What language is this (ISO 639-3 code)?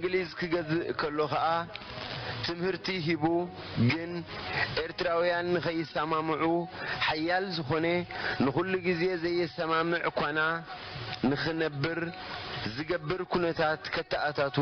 tir